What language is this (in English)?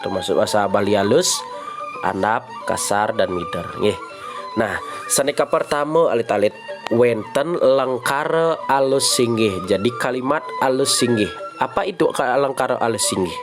Balinese